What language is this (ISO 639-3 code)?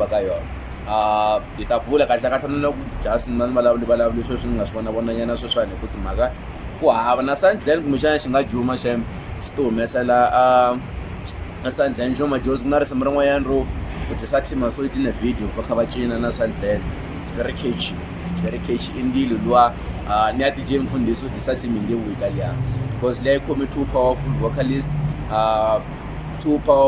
tso